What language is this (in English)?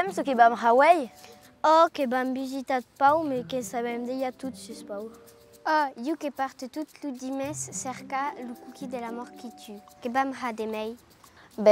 Occitan